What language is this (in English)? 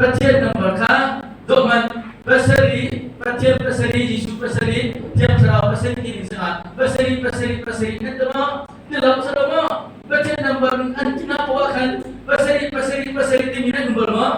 Hakha Chin